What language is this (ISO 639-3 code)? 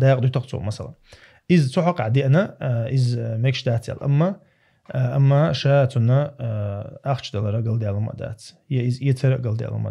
che